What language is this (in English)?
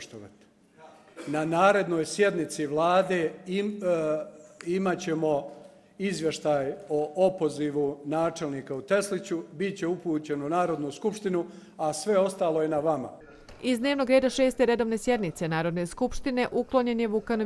Bosnian